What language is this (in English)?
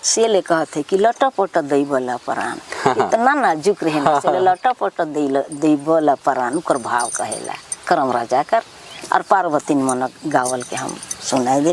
Sadri